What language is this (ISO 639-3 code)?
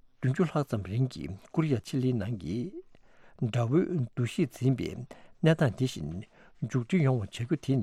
bod